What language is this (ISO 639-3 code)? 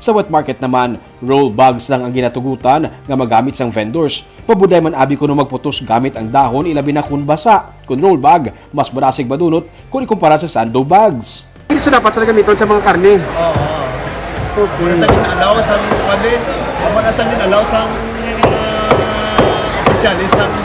hil